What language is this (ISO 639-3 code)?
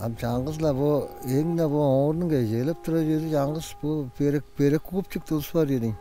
tyv